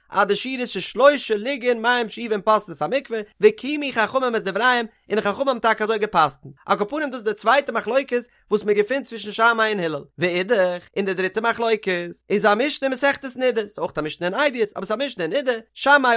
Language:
Yiddish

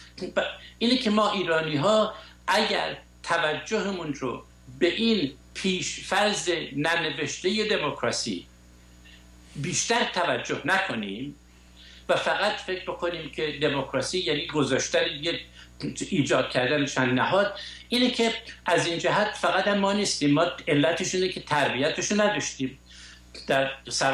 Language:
Persian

